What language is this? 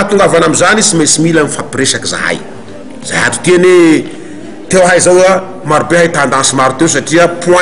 Malagasy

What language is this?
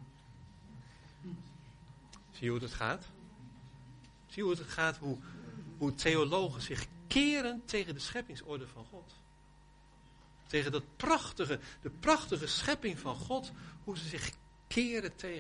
Dutch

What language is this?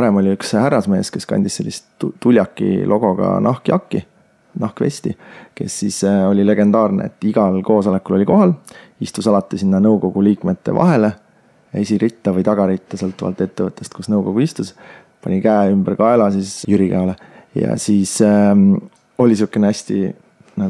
Estonian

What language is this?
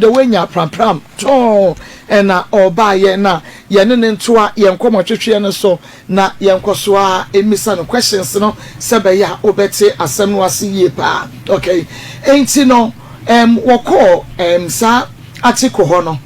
Akan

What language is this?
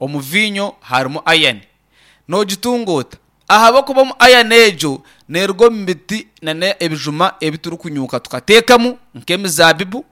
Nyankole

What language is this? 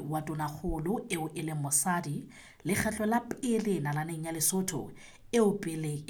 Southern Sotho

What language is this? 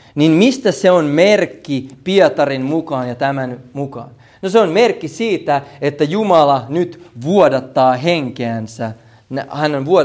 Finnish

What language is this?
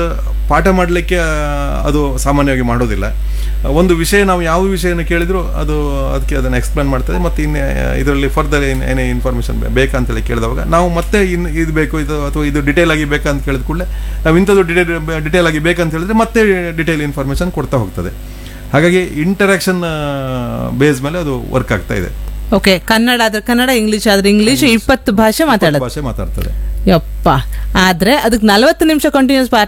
Kannada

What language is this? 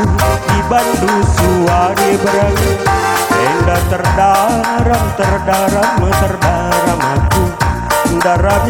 Batak Karo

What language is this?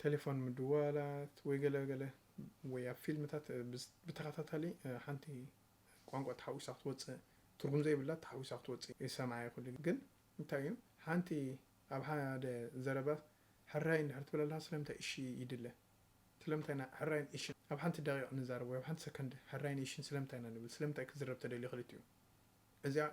Tigrinya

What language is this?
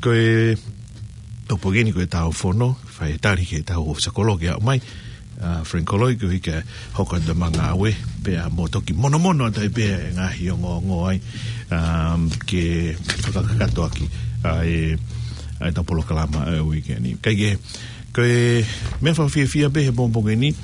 Tongan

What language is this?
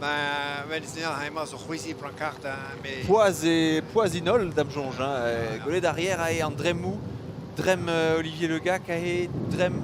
Breton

